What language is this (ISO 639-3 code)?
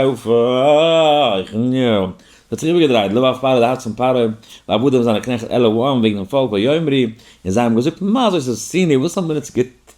yid